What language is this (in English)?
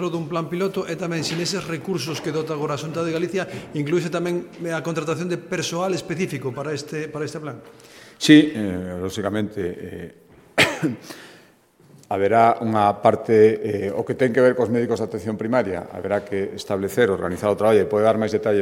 Galician